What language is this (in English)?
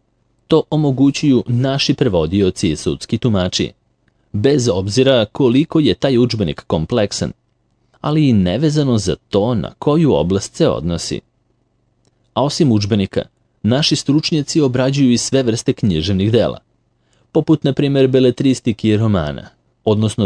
Serbian